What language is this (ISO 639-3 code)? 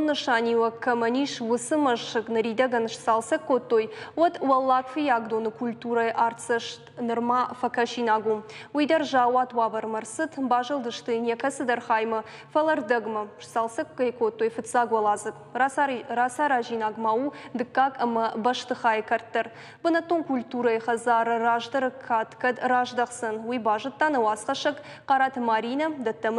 oss